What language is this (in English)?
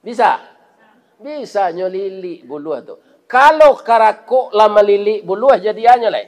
Minangkabau